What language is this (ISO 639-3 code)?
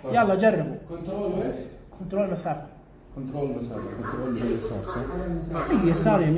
ars